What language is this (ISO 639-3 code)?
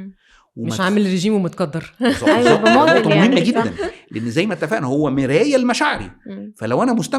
arz